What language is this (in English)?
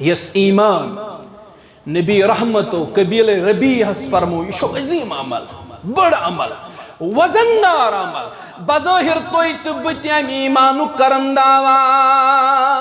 Kashmiri